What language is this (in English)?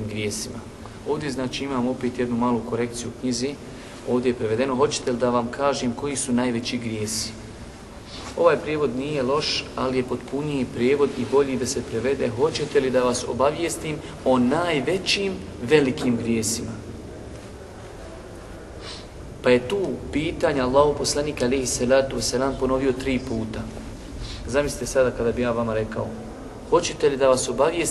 Bosnian